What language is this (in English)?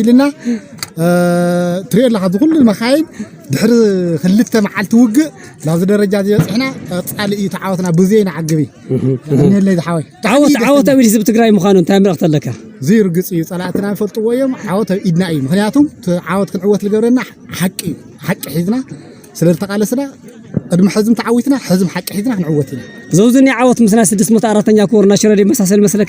Tigrinya